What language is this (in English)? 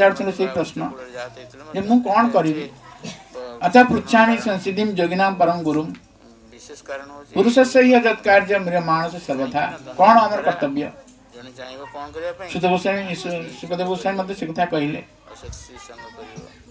Odia